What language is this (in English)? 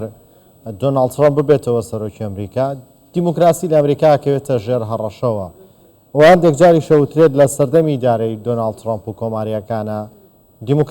Central Kurdish